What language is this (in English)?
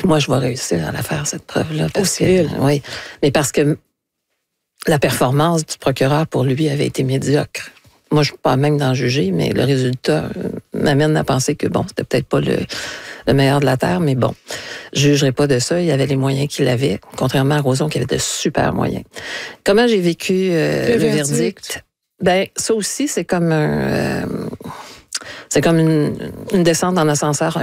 French